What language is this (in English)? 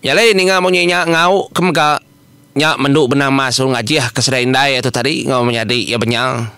Iban